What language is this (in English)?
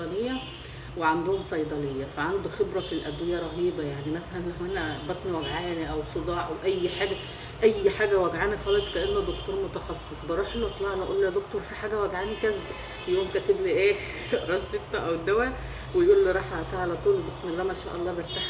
Egyptian Arabic